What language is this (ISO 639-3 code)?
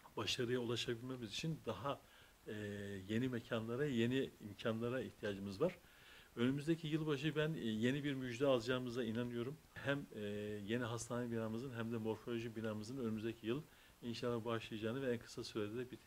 tur